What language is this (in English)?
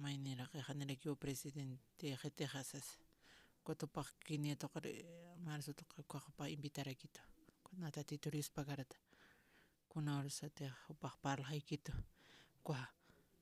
Aymara